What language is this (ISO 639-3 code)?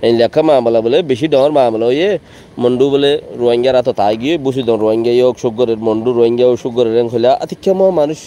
rhg